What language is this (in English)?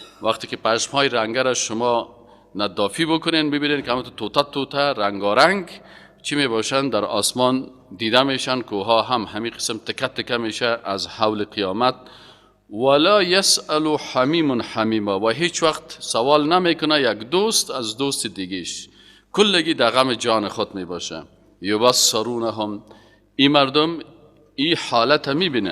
Persian